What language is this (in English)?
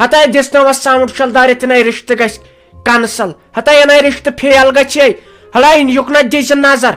Kashmiri